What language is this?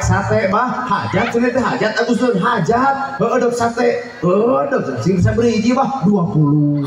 Sundanese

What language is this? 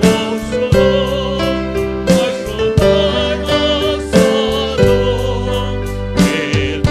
Poumei Naga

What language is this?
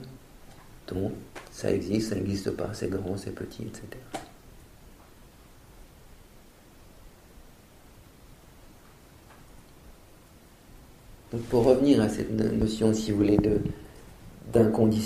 French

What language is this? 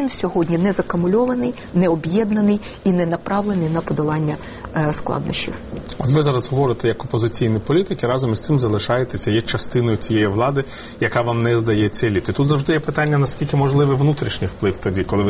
Ukrainian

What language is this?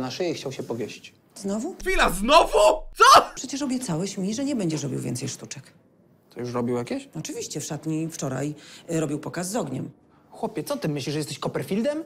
Polish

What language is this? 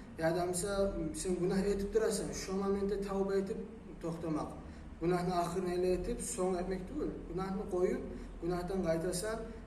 Kumyk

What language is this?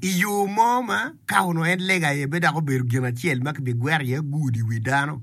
Acoli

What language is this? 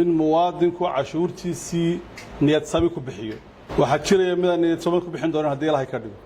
Somali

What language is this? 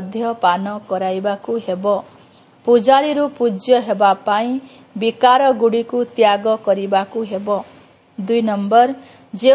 Odia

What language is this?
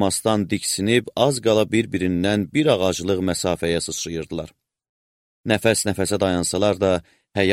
Azerbaijani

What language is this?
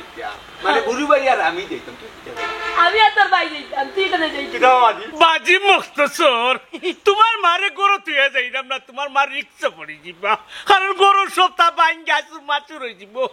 Sylheti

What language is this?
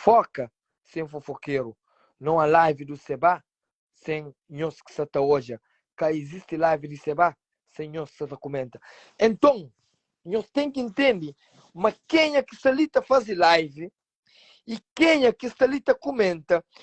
Kabuverdianu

